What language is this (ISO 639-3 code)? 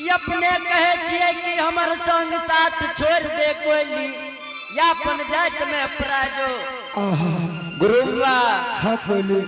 anp